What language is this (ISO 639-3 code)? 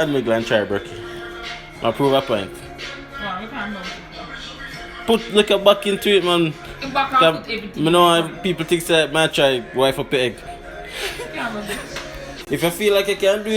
jam